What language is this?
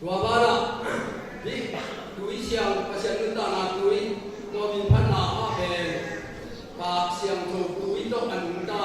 Tedim Chin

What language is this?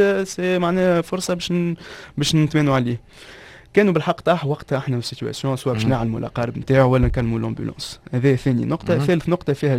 Tunisian Arabic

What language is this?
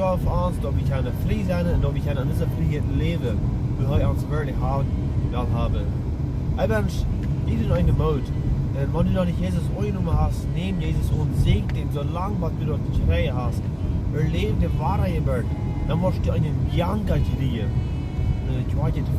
Plautdietsch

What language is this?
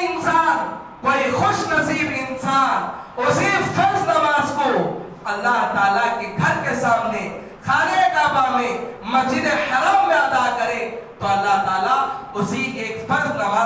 Hindi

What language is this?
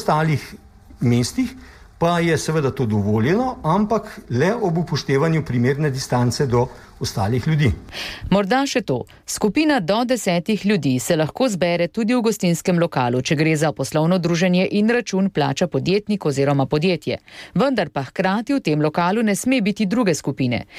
Slovenian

